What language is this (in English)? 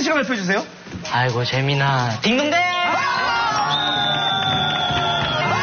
Korean